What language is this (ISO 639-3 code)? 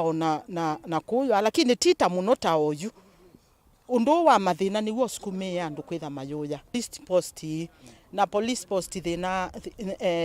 kam